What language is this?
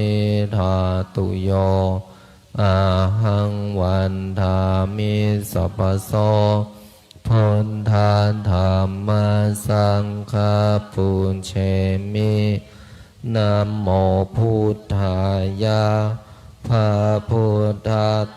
Pali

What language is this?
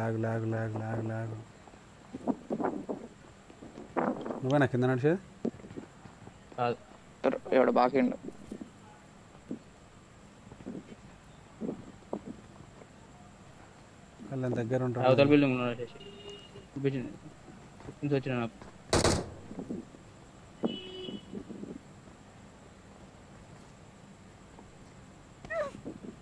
Telugu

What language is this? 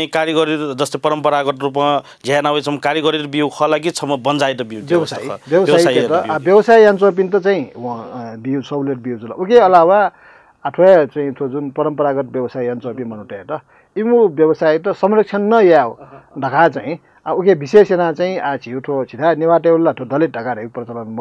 Newari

